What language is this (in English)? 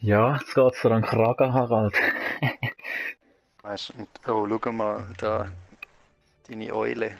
Swiss German